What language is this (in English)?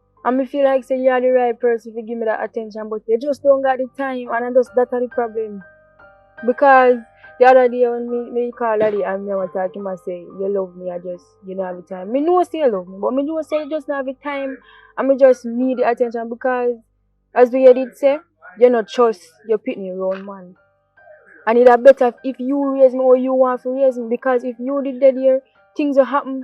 Jamaican Creole English